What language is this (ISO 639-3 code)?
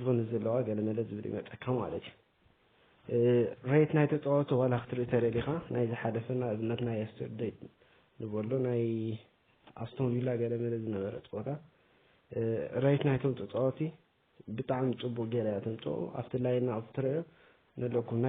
tir